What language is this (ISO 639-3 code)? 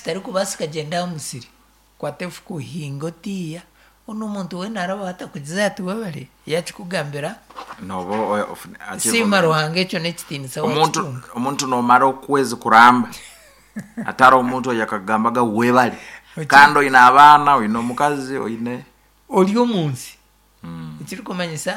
nyn